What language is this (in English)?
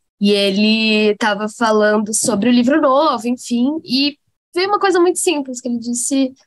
Portuguese